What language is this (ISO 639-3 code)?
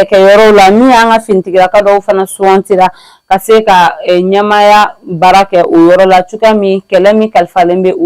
bam